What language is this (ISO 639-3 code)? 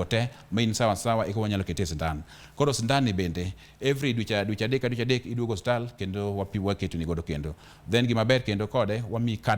luo